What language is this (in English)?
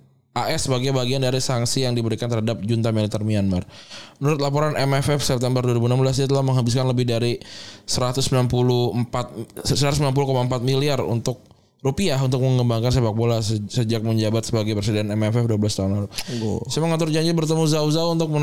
Indonesian